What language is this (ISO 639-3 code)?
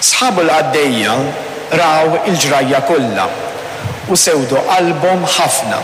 mlt